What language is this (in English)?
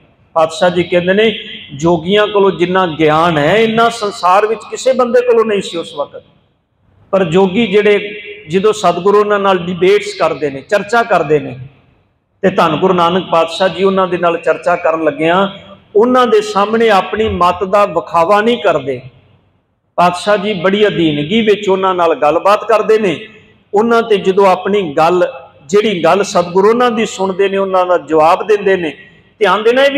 Punjabi